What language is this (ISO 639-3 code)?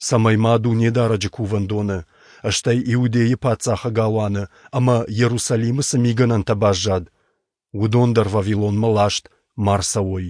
oss